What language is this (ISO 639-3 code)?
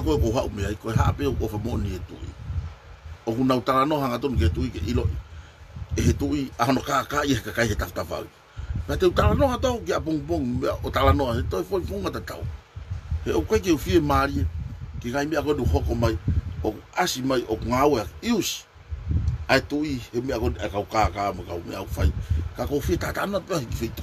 ton